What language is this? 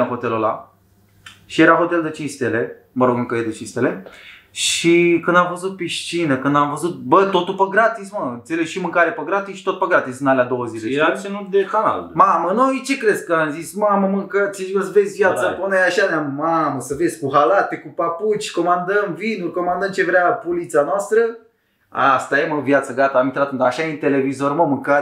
Romanian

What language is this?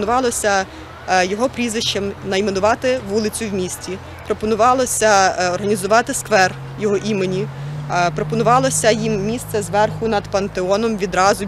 Ukrainian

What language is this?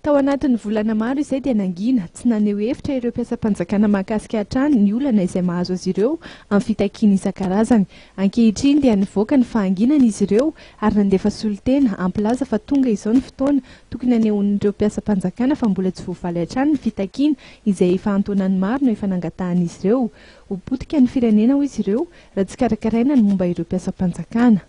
Malagasy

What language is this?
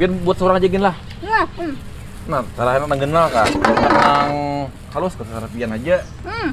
Banjar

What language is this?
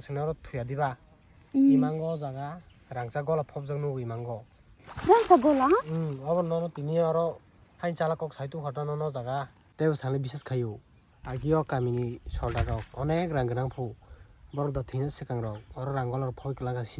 Kok Borok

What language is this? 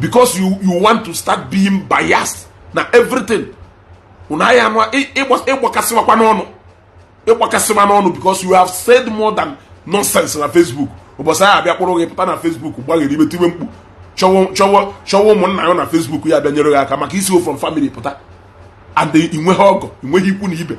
Igbo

